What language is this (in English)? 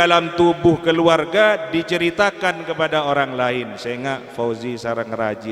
Madurese